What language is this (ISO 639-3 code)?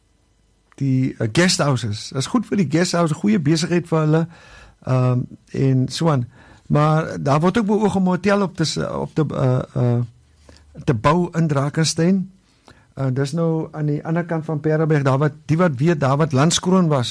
afr